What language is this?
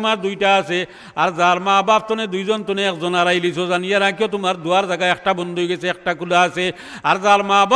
Sylheti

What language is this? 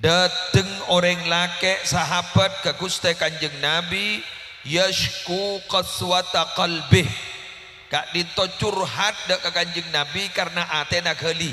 Madurese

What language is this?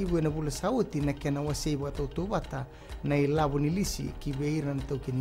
Fijian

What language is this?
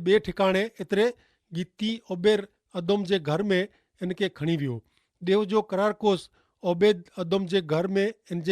Kachhi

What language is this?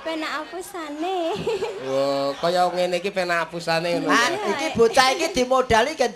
Javanese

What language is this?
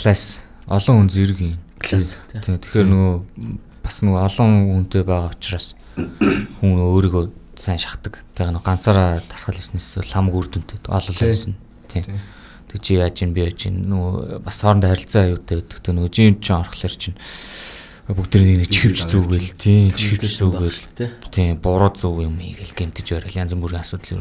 Mongolian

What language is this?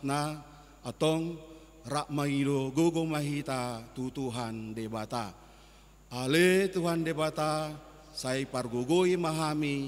Batak Toba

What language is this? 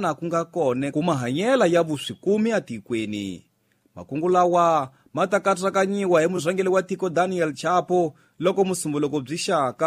Tsonga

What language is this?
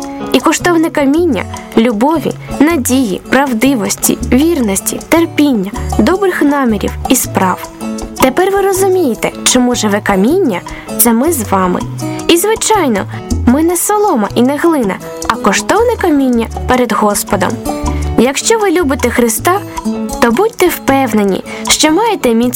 Ukrainian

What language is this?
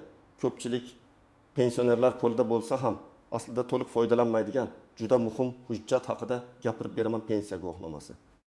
Uzbek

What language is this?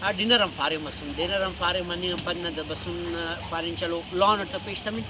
Brahui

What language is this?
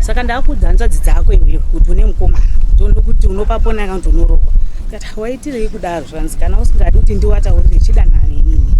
Shona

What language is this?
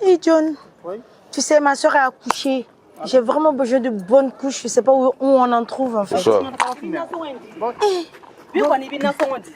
Bambara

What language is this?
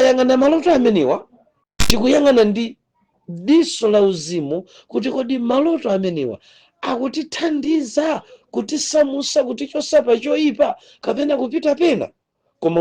Nyanja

